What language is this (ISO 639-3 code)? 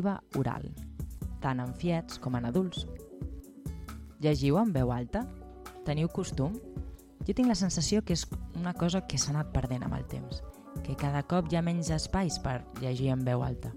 cat